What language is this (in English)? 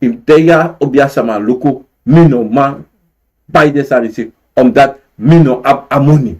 Sranan Tongo